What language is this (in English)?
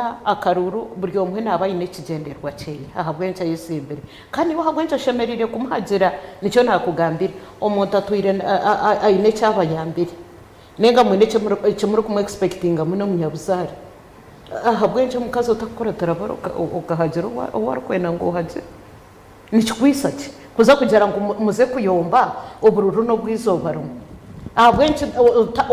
Nyankole